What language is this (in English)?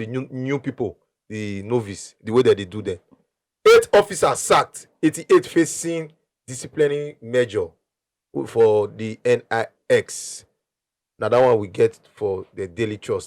Nigerian Pidgin